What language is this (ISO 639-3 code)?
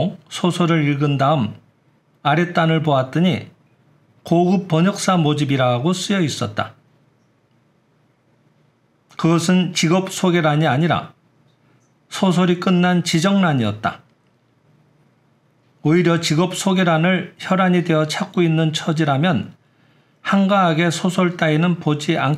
kor